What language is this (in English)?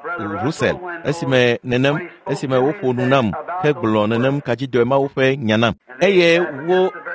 Ewe